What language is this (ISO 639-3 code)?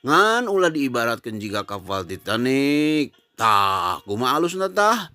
sun